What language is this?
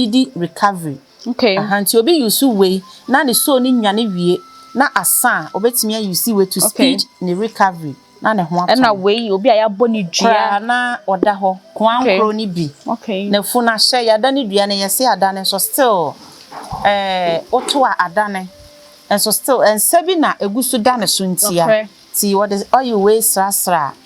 Akan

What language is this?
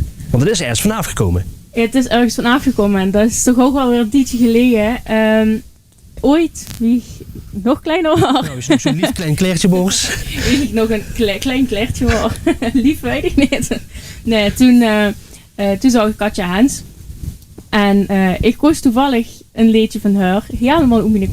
Limburgish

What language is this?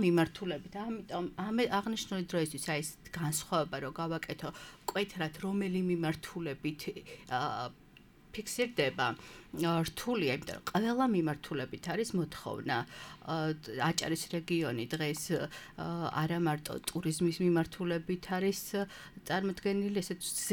Georgian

